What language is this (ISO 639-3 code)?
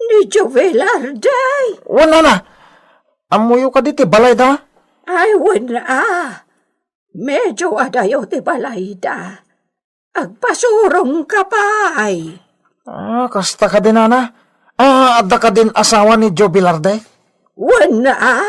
ilo